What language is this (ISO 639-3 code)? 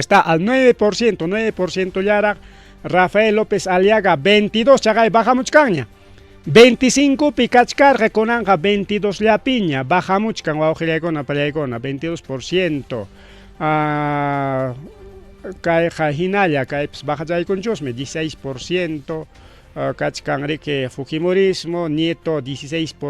quy